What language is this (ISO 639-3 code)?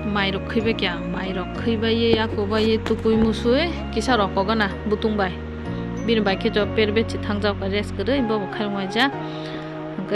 trp